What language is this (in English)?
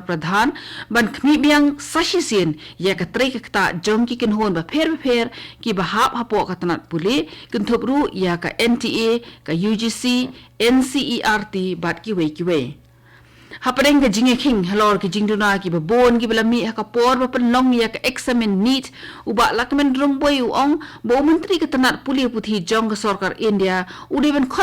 Khasi